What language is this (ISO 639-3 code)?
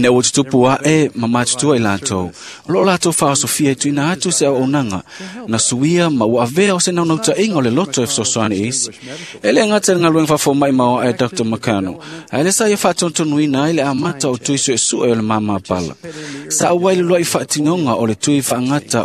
smo